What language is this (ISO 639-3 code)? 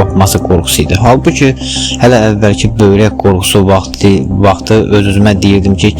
aze